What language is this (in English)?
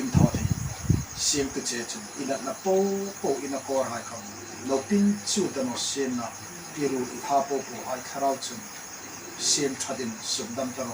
Hmar